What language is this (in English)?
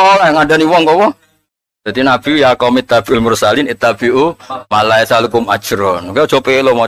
Javanese